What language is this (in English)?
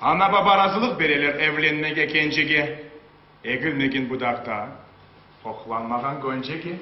Crimean Tatar